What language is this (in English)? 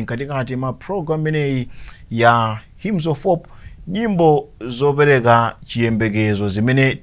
Nyanja